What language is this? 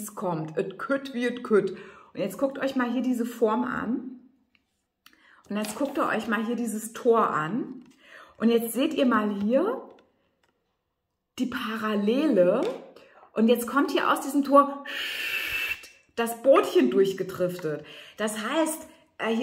German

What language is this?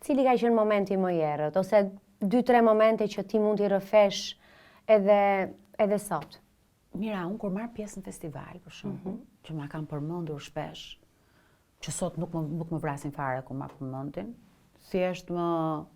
Albanian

